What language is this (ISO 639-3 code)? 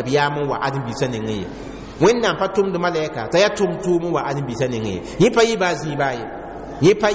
mos